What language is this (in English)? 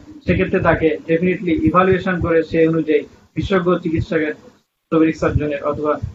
Bangla